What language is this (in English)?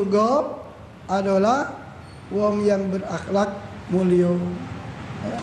Musi